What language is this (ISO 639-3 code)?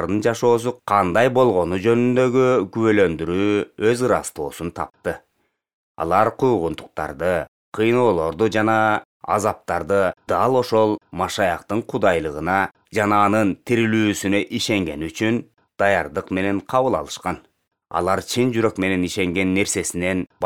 kir